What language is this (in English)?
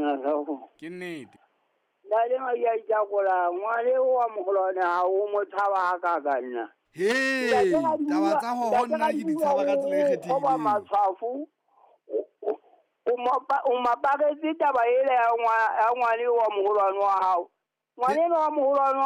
Southern Sotho